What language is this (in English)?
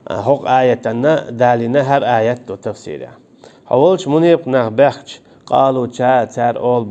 Chechen